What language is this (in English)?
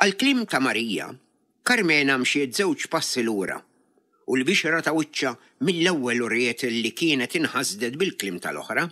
Maltese